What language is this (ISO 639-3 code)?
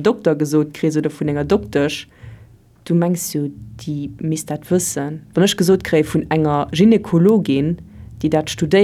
ltz